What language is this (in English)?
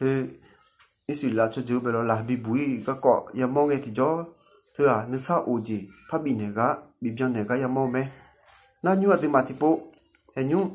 Akha